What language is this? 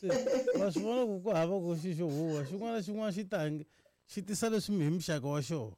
Tsonga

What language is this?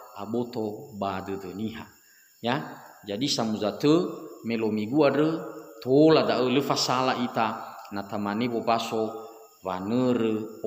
Nias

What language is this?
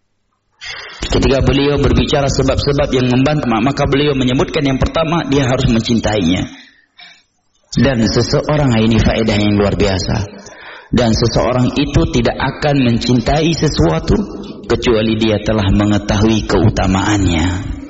Indonesian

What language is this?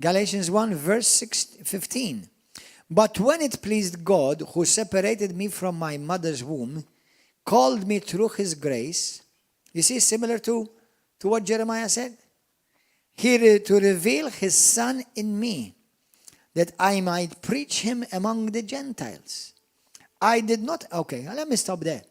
English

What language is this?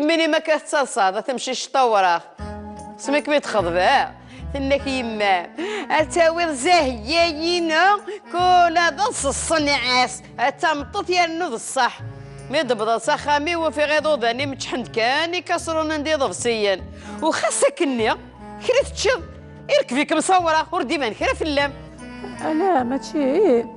Kabyle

